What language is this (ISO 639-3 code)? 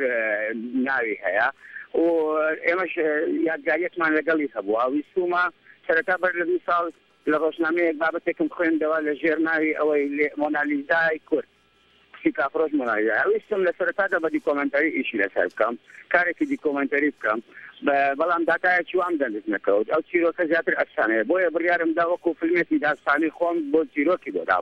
ckb